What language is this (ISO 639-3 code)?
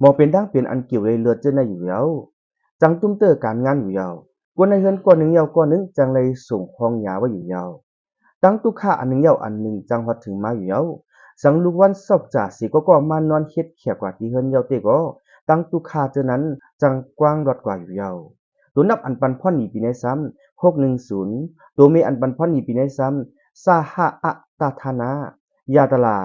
shn